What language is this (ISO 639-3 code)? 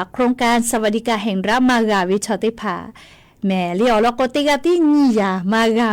lhu